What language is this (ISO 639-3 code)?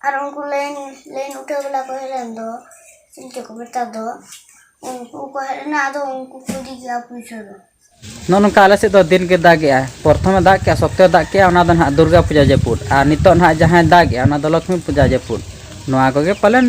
sat